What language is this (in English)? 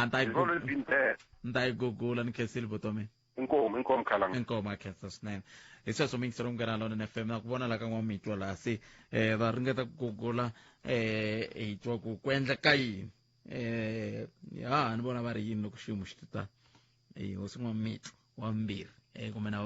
Tsonga